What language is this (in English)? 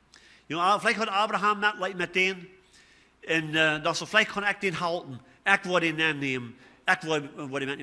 Plautdietsch